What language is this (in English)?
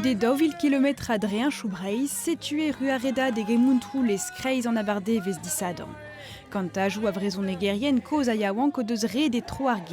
Breton